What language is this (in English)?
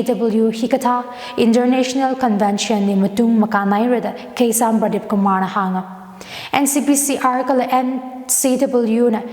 Tangkhul Naga (India)